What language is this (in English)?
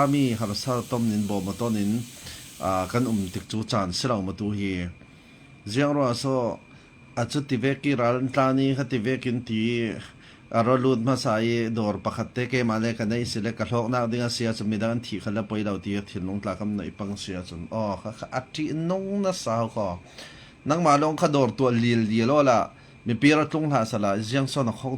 Falam Chin